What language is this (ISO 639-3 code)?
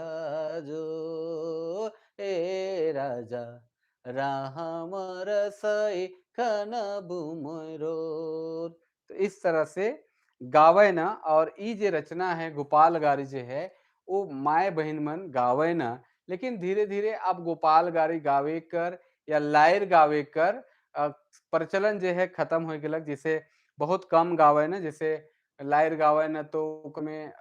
sck